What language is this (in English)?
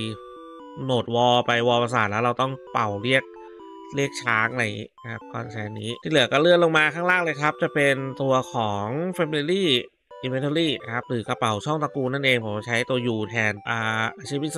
Thai